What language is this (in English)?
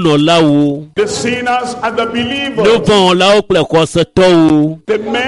Ewe